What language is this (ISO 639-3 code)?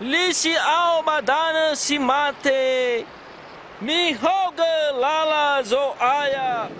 nia